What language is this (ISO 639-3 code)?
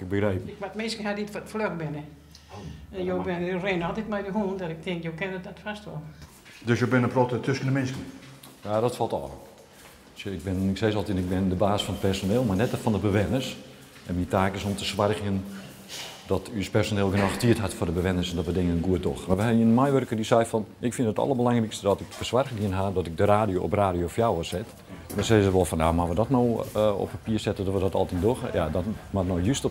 fry